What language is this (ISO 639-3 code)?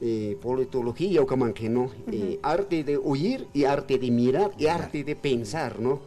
aym